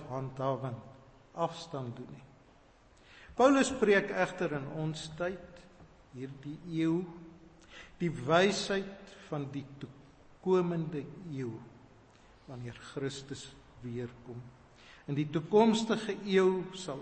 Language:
Afrikaans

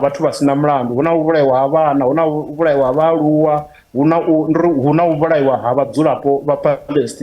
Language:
Venda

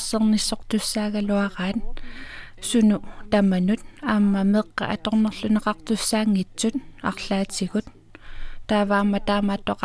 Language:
Kalaallisut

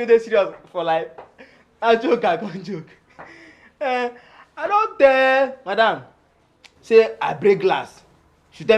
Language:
Nigerian Pidgin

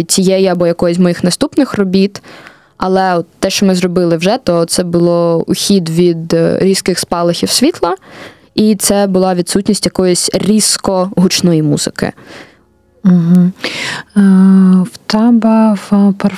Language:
Ukrainian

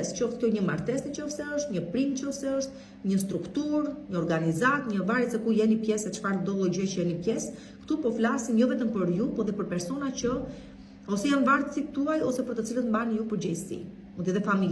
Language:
Albanian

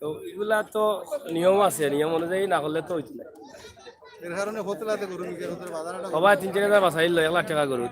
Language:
Sylheti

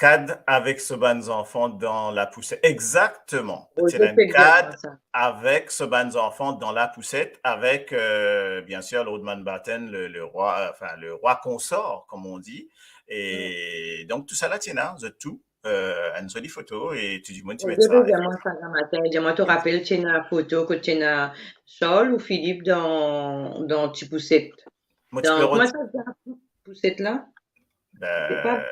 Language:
Morisyen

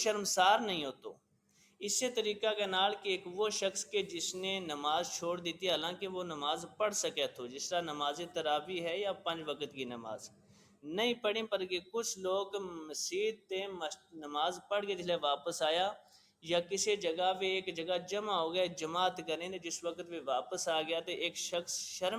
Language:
Gujari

